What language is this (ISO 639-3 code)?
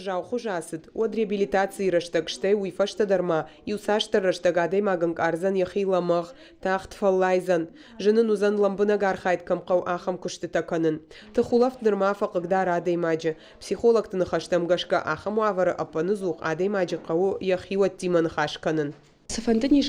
oss